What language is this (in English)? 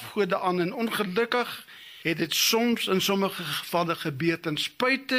Afrikaans